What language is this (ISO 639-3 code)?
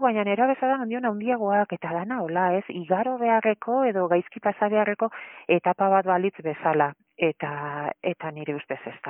eus